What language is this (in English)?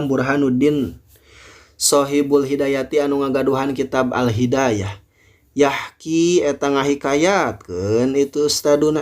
Sundanese